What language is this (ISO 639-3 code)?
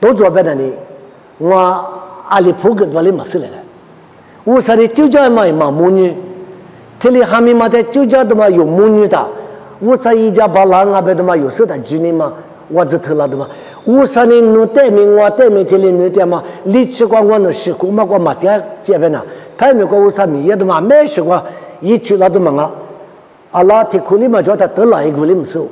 lis